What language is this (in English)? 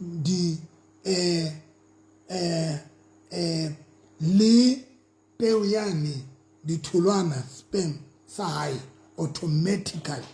Southern Sotho